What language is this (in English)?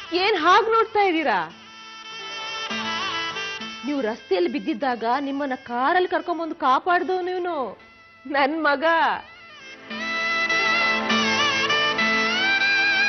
Kannada